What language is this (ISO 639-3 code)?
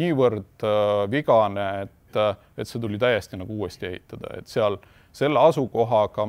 est